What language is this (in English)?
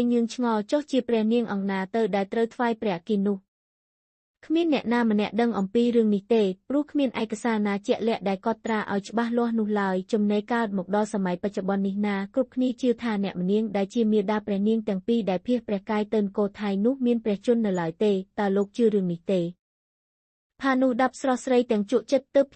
Khmer